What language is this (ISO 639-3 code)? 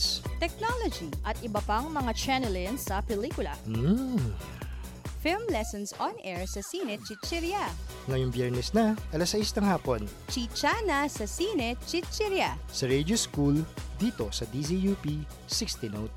fil